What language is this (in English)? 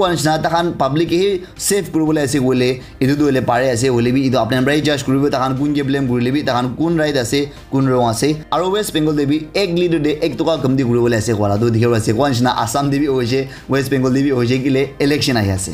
Naga Pidgin